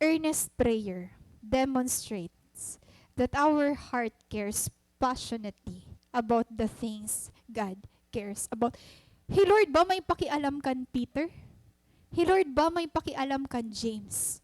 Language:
Waray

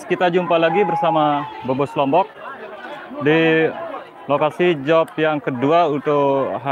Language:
Sasak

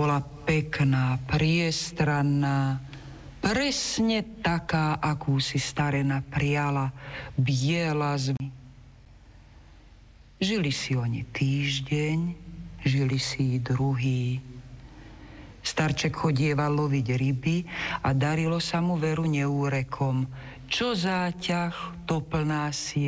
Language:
Slovak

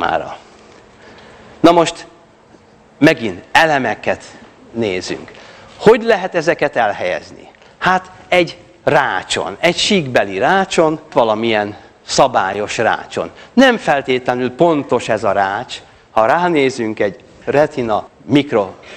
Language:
Hungarian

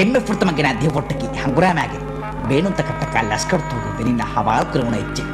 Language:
Divehi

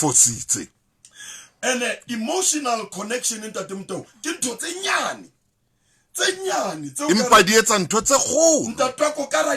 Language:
Southern Sotho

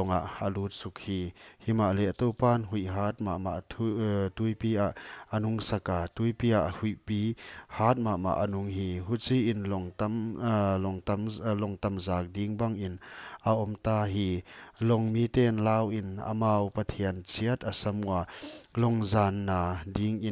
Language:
Paite Chin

